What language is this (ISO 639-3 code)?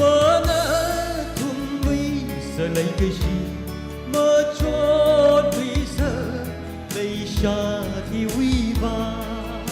nmf